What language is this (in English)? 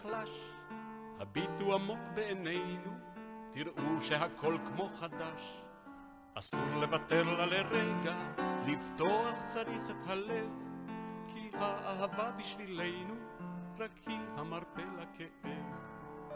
Hebrew